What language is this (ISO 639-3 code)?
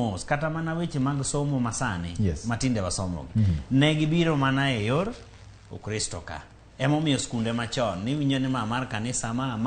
luo